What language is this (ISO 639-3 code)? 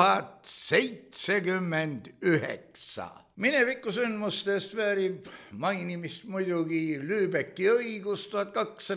est